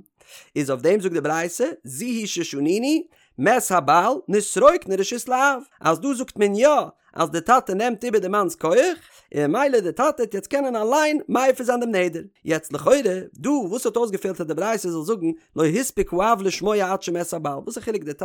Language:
Yiddish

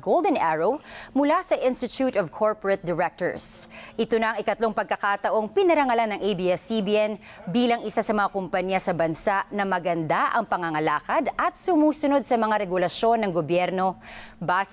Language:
Filipino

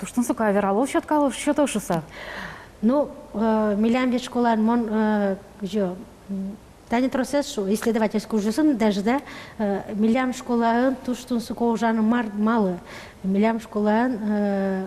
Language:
Udmurt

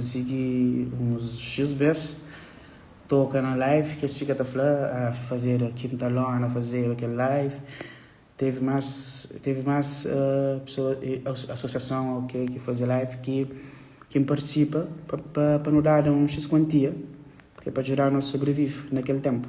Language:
Kabuverdianu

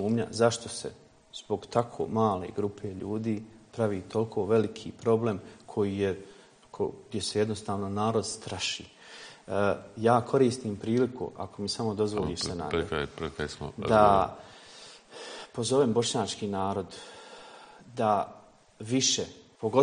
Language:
Bosnian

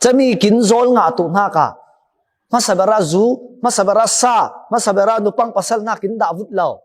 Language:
Falam Chin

